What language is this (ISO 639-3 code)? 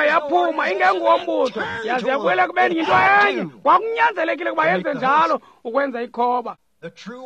xho